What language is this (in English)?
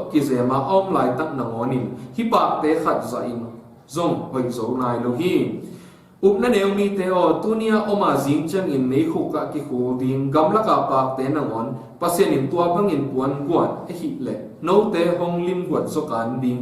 Tedim Chin